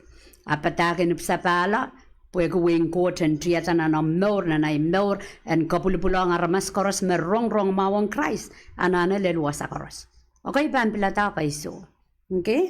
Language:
Pohnpeian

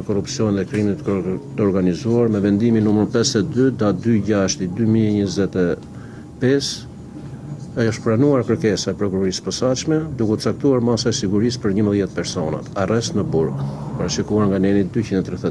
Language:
Albanian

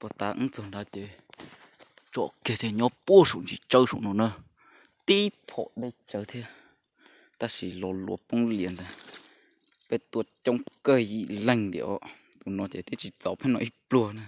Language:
Hmong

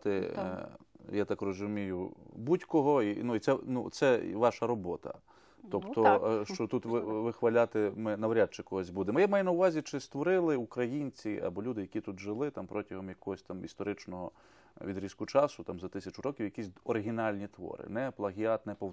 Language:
Ukrainian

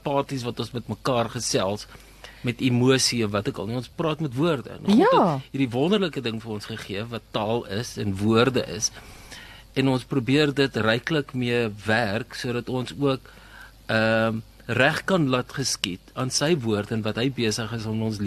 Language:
Afrikaans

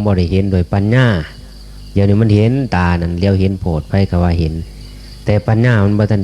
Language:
Northeastern Thai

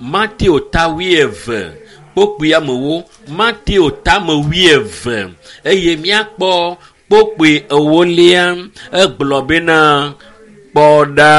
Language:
Ewe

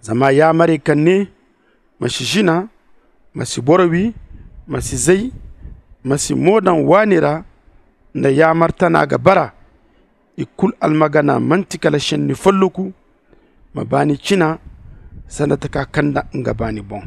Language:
Zarma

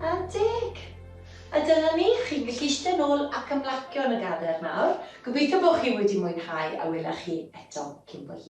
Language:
Welsh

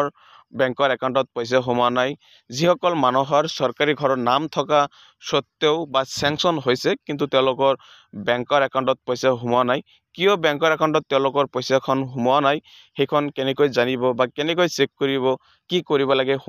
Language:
Assamese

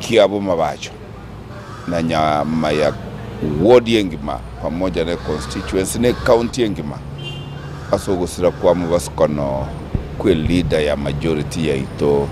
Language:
Gusii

